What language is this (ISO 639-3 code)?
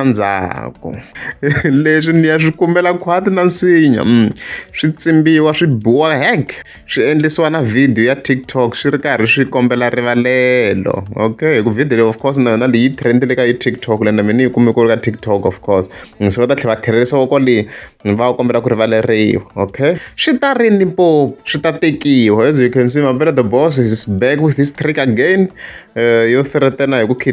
tso